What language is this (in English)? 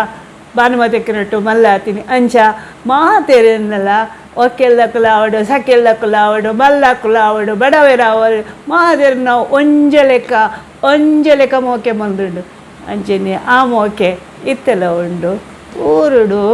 Tulu